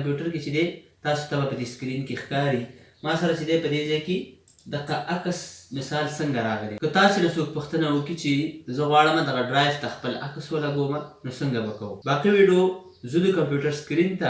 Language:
Pashto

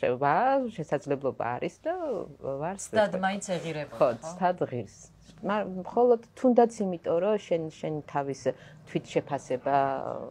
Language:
Georgian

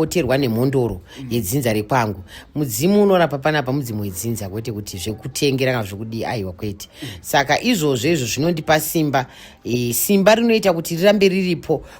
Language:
Shona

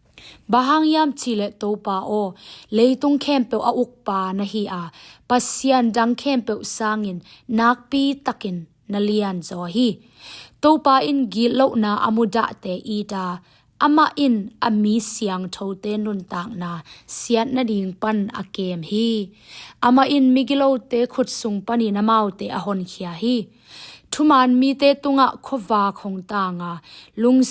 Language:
Tedim Chin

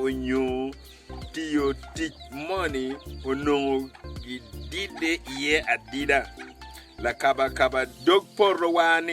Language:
Acoli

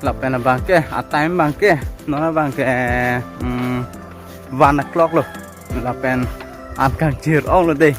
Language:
Karbi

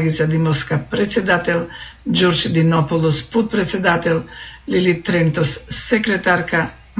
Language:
Macedonian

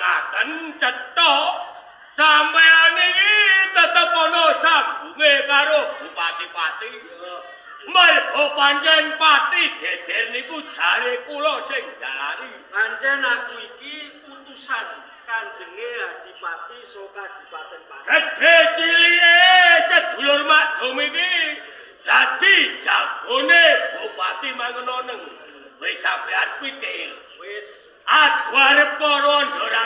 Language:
Javanese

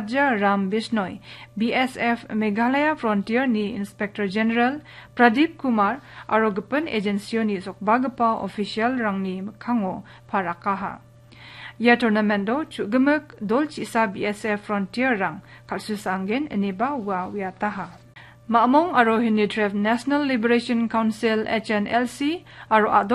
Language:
Garo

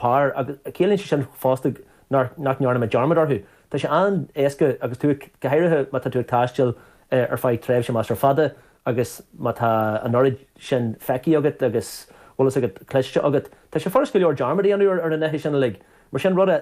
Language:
Irish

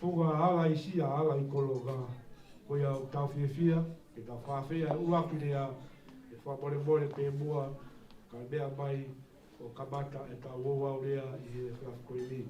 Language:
Tongan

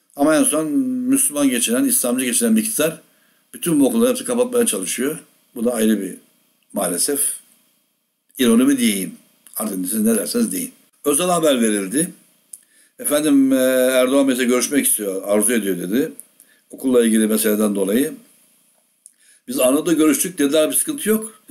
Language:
Turkish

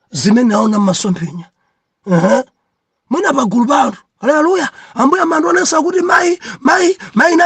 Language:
Nyanja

